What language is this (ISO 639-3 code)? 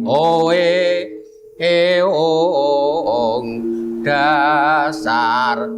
jav